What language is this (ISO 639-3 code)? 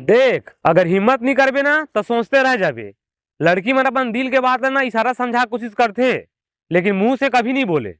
hne